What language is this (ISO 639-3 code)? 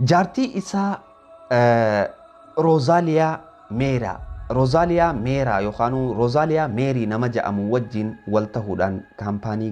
orm